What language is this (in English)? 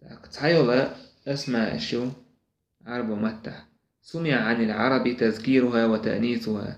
Chechen